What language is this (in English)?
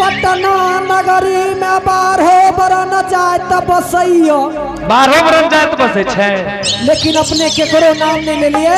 Angika